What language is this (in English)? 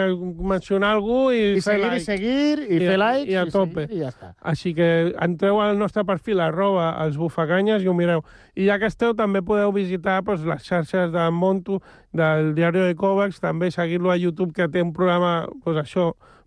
Catalan